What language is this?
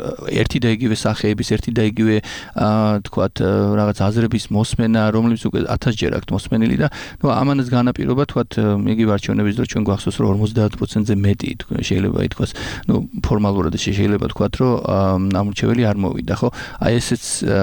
Georgian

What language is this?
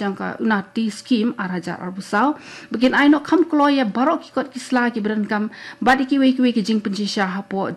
Khasi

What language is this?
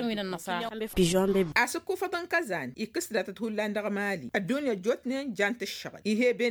Tamasheq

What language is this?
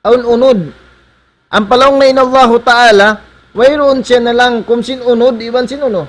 Tausug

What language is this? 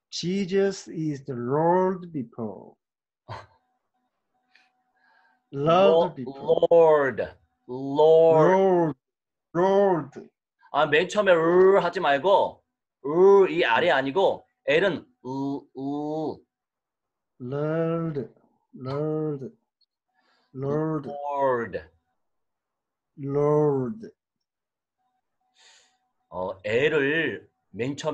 Korean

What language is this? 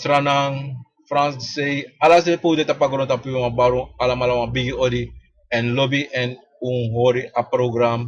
Sranan Tongo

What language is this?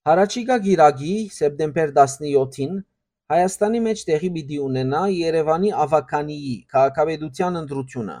Western Armenian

